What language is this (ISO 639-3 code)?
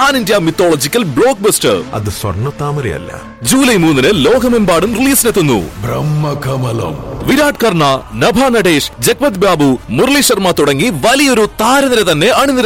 mal